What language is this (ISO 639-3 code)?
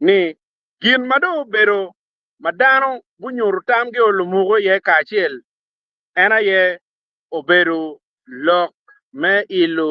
ach